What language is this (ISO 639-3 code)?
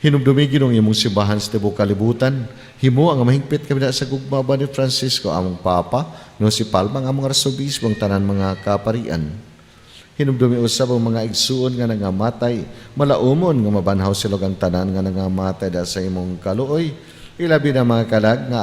ceb